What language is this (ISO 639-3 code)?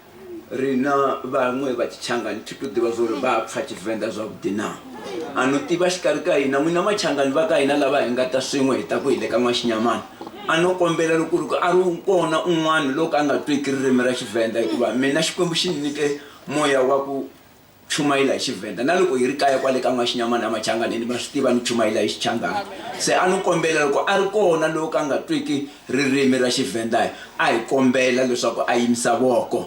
ven